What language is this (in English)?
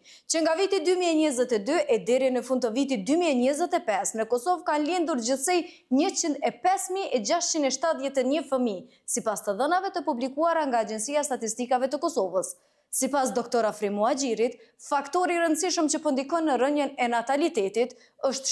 Albanian